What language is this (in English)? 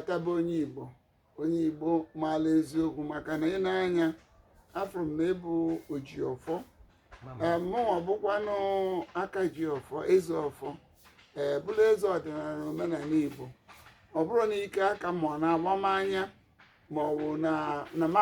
Igbo